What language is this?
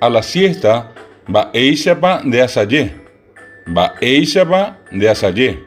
Guarani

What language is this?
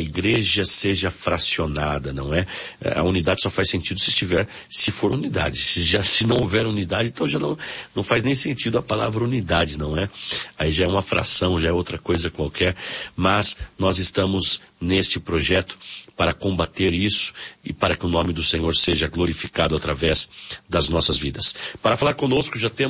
Portuguese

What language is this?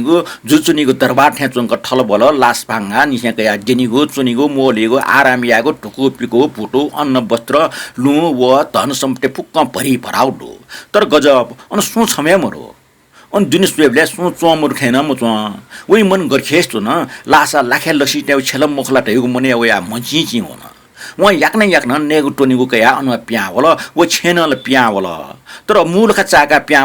Newari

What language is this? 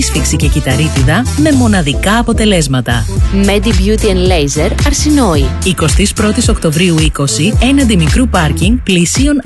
Greek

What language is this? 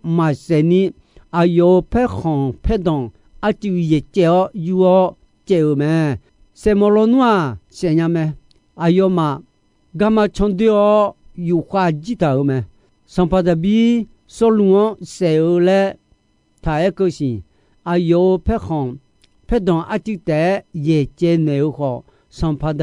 Akha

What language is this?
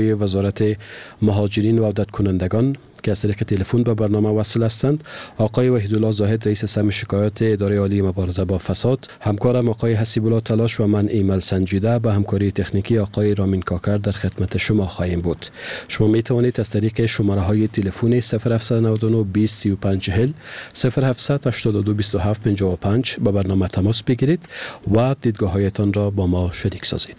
Persian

